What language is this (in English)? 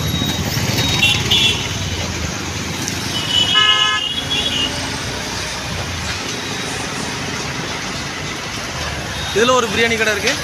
Tamil